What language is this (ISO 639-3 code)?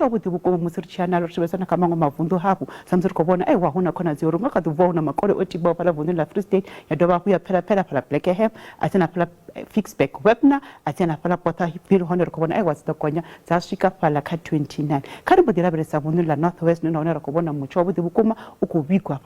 ven